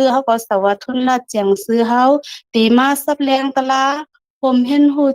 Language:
Shan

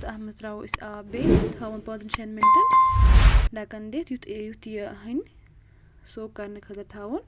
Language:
Kashmiri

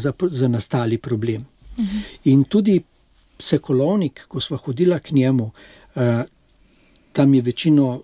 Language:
Slovenian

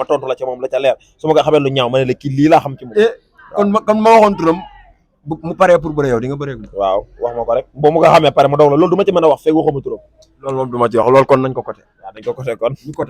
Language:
Wolof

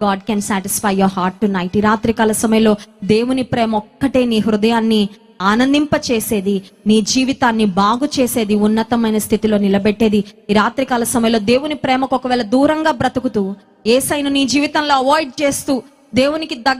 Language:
Telugu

